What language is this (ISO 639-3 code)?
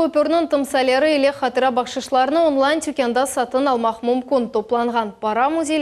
crh